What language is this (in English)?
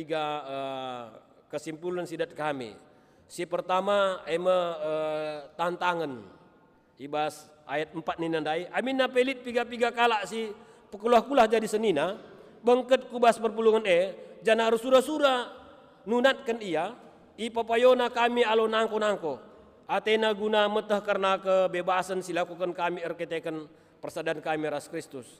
Batak Karo